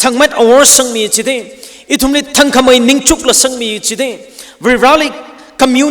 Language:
Tangkhul Naga (India)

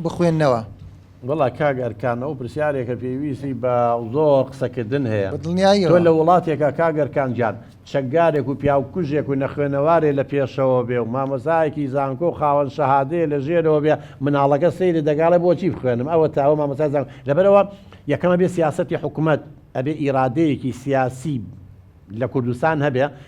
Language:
Central Kurdish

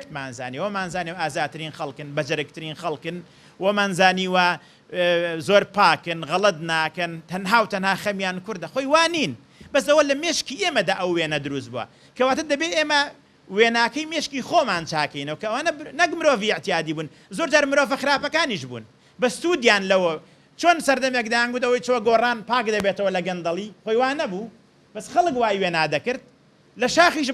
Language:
Central Kurdish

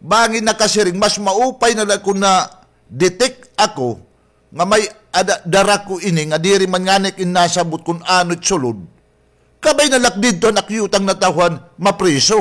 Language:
Waray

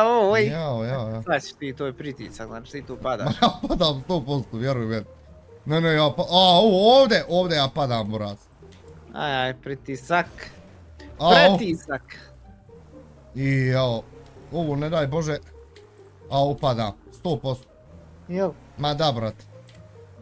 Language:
Bosnian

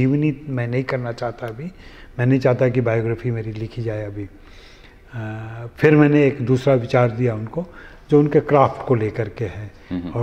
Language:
Hindi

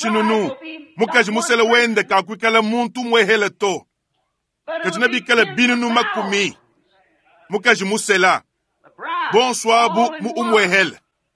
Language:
Luba-Lulua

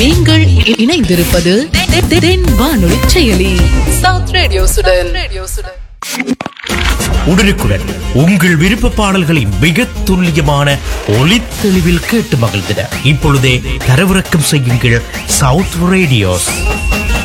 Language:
Tamil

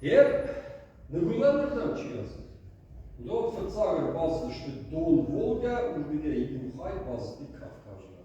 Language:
Ossetic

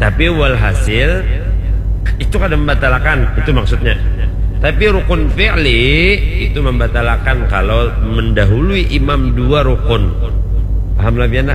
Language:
Banjar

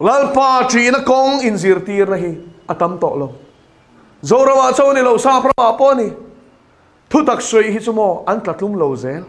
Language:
Mizo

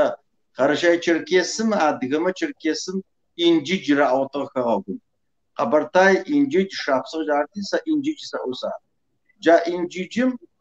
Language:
Kabardian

